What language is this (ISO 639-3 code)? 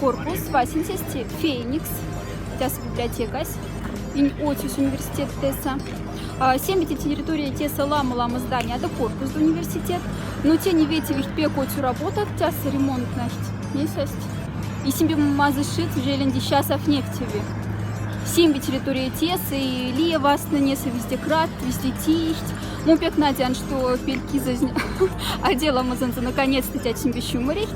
mdf